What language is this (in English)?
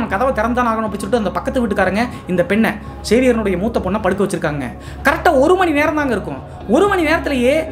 Tamil